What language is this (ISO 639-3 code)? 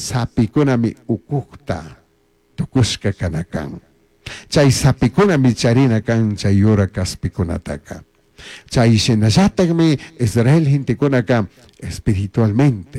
qug